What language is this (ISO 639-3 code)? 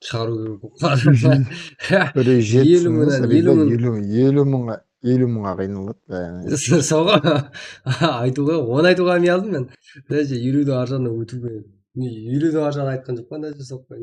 kaa